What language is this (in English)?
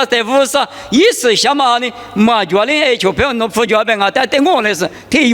Lisu